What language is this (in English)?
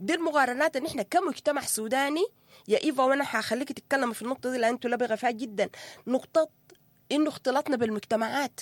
Sudanese Arabic